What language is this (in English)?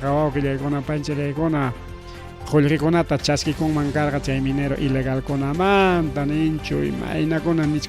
Ayacucho Quechua